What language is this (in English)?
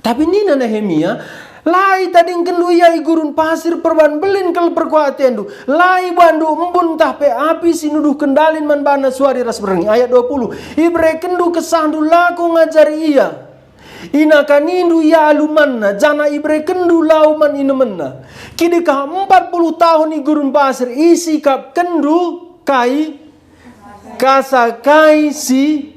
Batak Karo